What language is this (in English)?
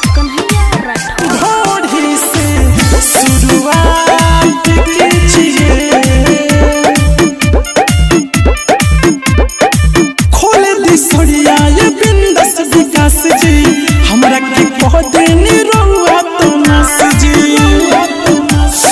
Bhojpuri